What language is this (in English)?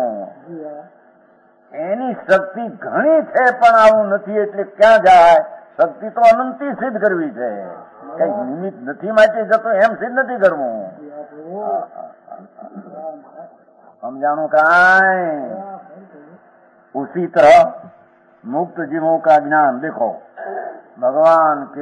Gujarati